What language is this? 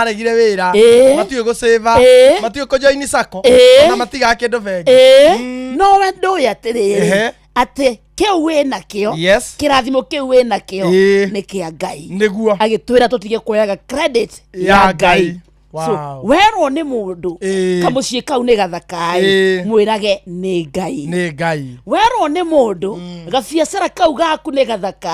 Kikuyu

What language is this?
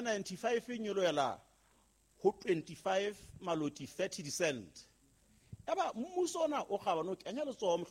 Southern Sotho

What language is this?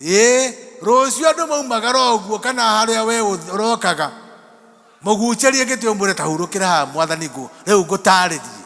Kikuyu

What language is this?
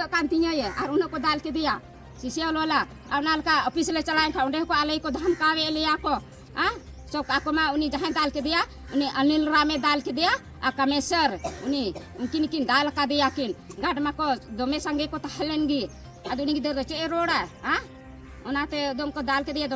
Santali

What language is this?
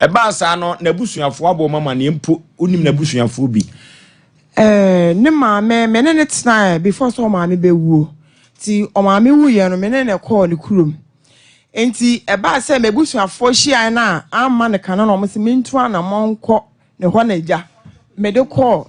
Akan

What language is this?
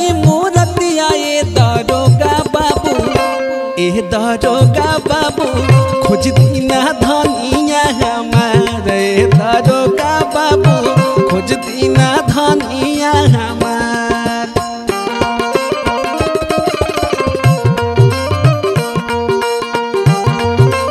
Bhojpuri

